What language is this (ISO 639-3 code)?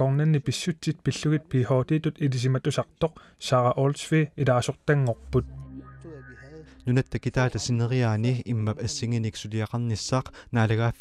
kal